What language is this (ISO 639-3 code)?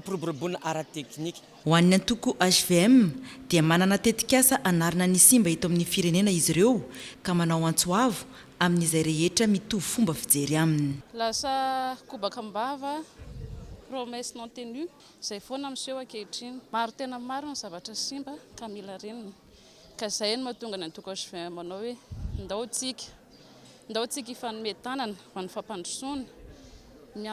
mlg